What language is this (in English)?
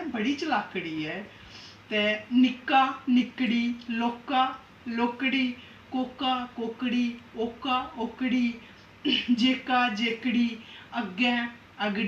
Dogri